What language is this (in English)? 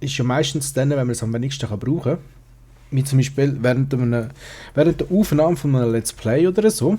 Swiss German